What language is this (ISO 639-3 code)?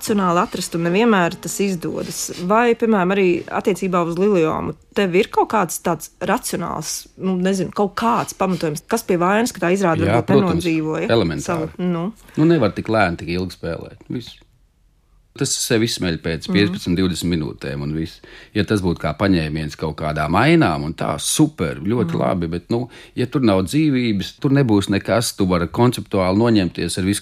lav